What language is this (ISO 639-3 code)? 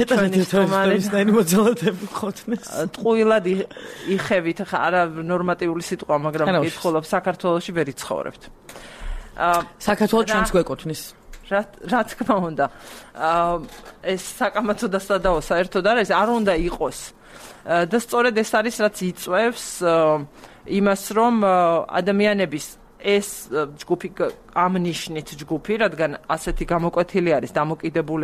kat